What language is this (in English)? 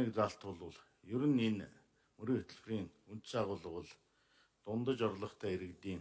Mongolian